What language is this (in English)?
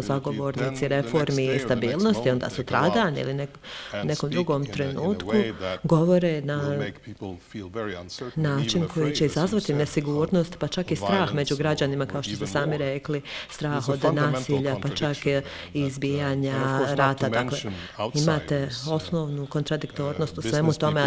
Bosnian